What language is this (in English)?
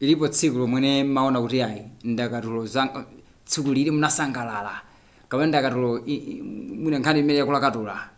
Nyanja